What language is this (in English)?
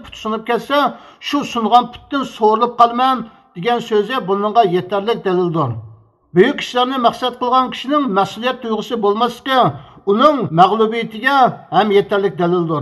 Uyghur